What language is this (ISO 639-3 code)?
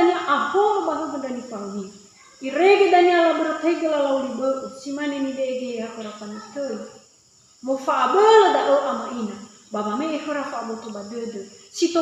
nia